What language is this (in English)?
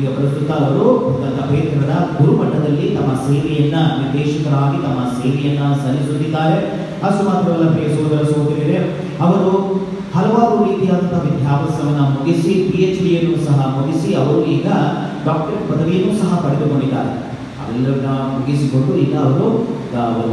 Kannada